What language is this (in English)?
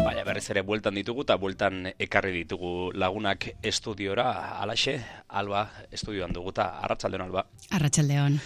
Basque